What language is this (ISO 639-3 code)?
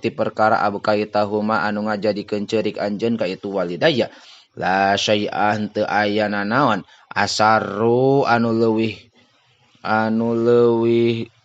sun